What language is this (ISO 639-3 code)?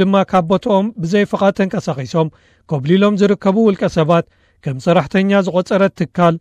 tir